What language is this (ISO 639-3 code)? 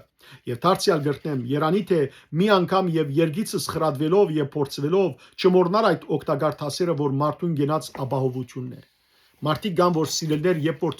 hyw